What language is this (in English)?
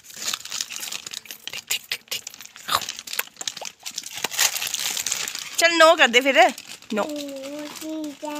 Hindi